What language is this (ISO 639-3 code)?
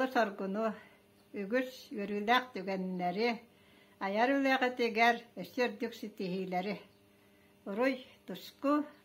sah